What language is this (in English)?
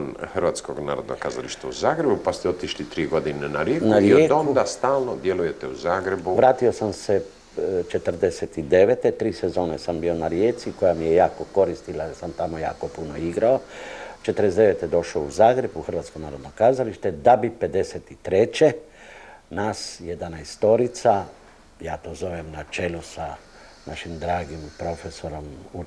Croatian